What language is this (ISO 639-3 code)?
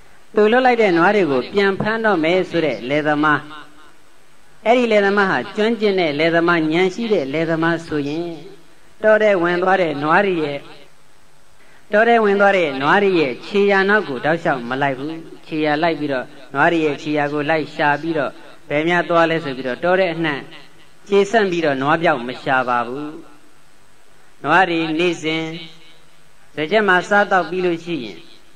mya